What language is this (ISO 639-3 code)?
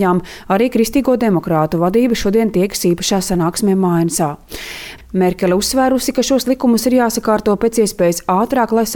lav